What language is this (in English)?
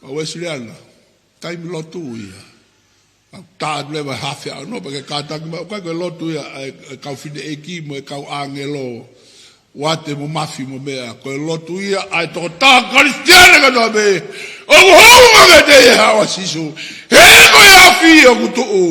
Tongan